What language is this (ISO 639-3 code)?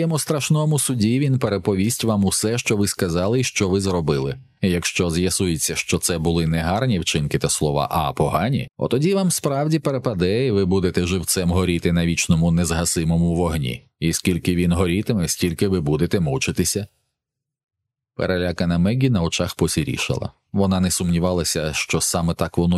ukr